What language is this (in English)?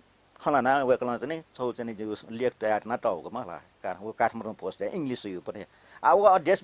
Newari